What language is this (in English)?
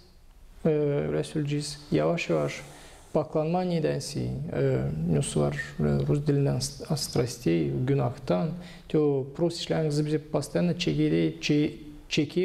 Gagauz